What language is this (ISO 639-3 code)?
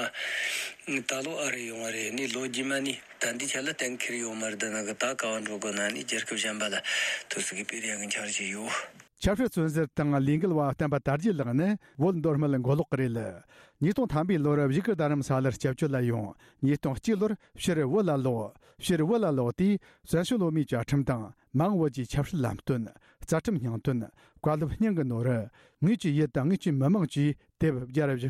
bod